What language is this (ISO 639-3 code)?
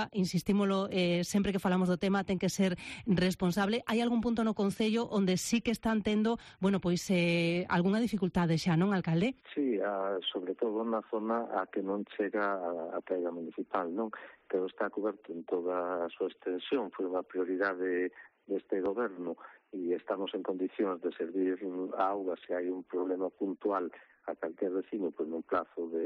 glg